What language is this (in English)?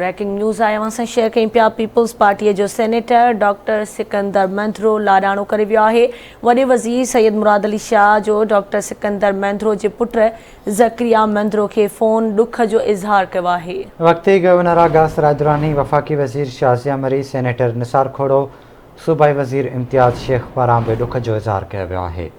Sindhi